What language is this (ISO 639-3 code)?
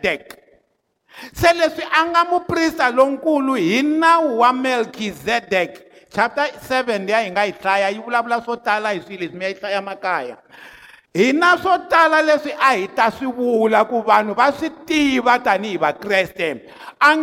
tso